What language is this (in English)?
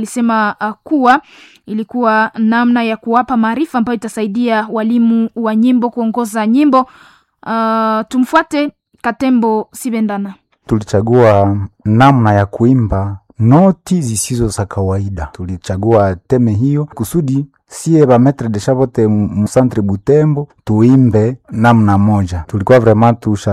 Swahili